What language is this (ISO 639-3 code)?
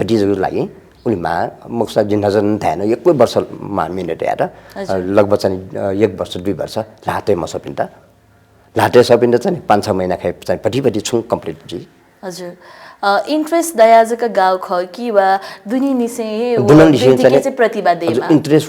new